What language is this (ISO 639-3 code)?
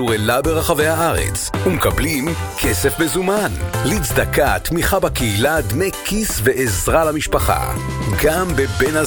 heb